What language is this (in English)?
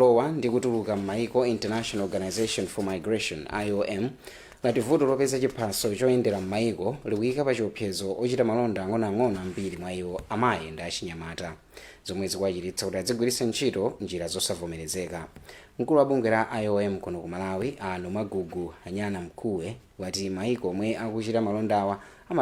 Nyanja